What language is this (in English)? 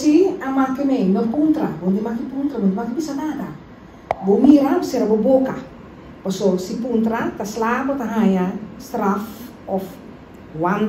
Papiamento